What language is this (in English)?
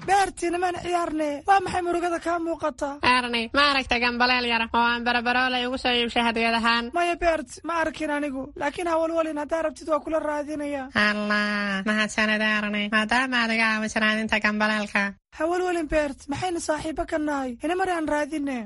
Somali